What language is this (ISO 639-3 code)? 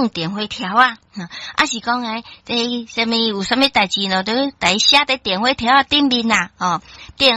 nan